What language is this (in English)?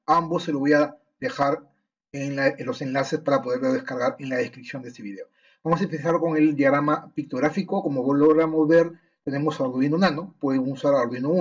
Spanish